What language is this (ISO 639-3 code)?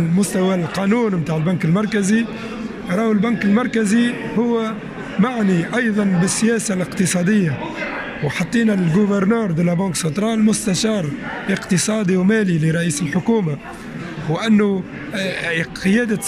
aeb